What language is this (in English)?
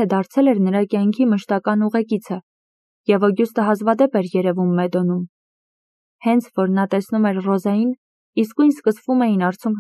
Armenian